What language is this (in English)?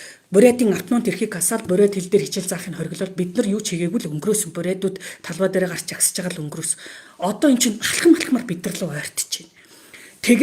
Mongolian